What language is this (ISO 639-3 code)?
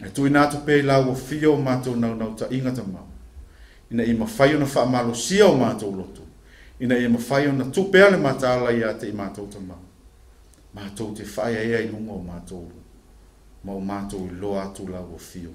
smo